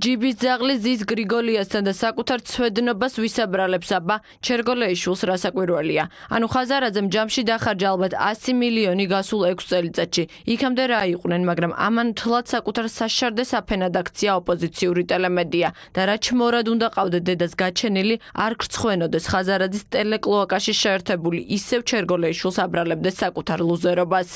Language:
Georgian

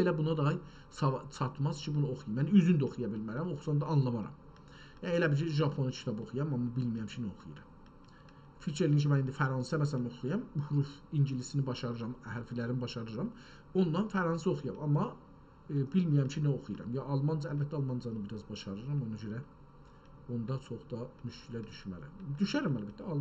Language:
South Azerbaijani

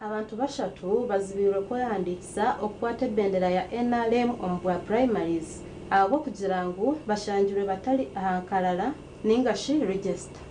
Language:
Nyankole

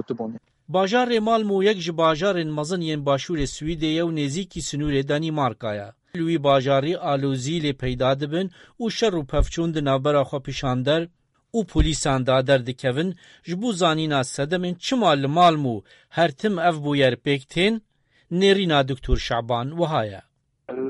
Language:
Kurdish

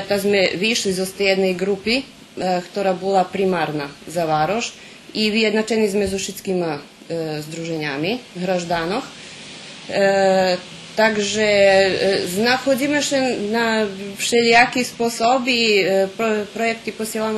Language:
Rusyn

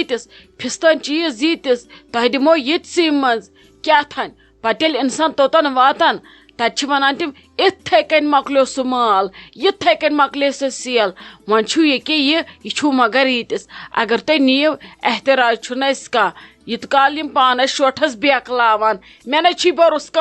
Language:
Kashmiri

